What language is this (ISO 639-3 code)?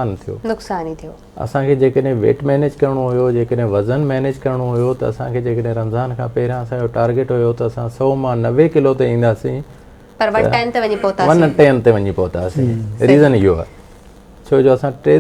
snd